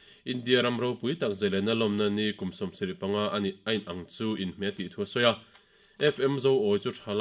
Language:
Mizo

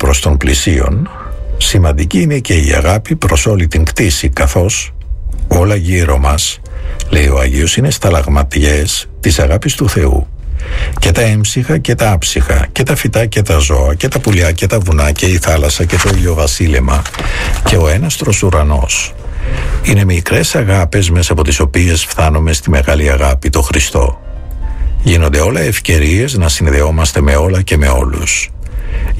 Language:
Greek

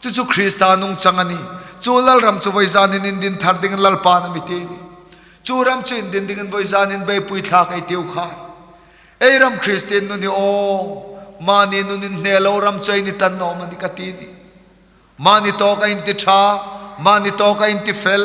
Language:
Hmar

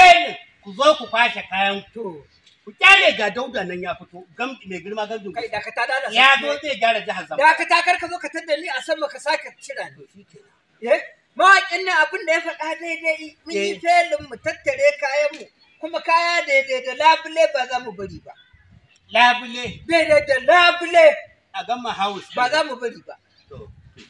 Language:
Hausa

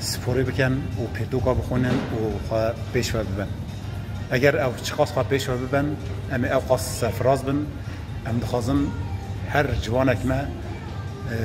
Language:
Kurdish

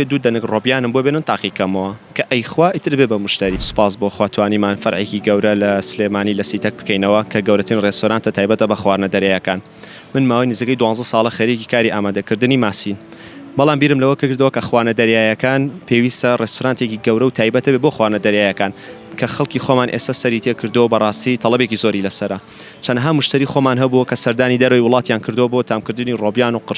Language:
Central Kurdish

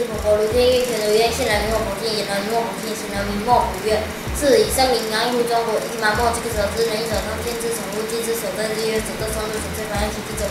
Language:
Literary Chinese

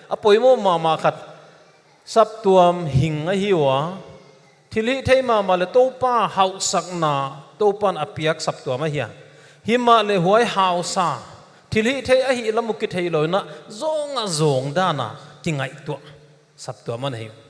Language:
Paite Chin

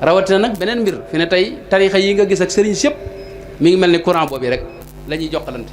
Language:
Wolof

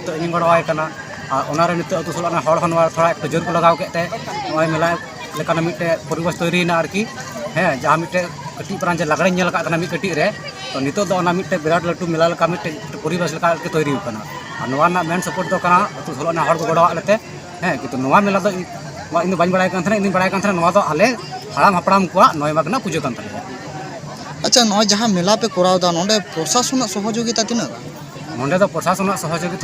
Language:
Santali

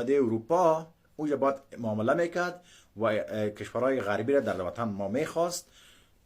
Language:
Persian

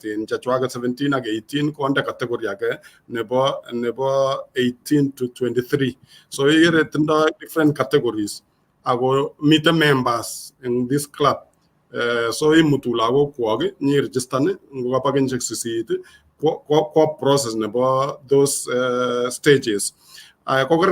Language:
Kalenjin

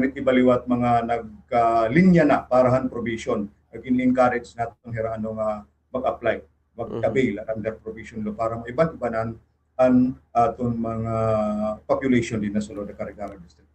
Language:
Waray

